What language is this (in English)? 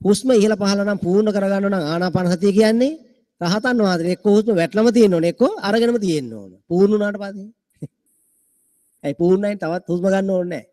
Sinhala